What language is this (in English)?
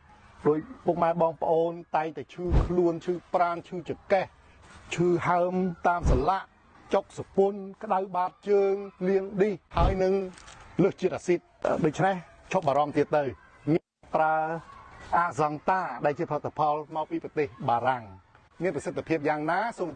Khmer